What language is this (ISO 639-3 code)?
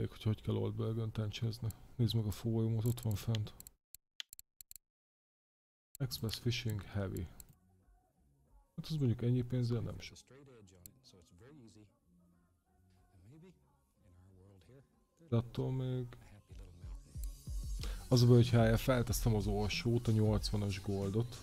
hun